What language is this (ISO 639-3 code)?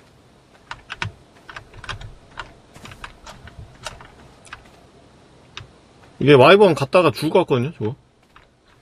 kor